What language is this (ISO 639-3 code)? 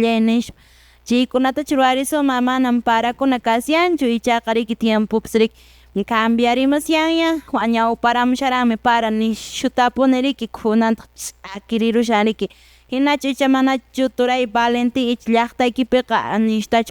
que